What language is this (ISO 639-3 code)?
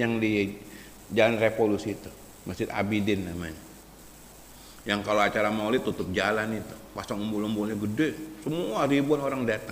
ind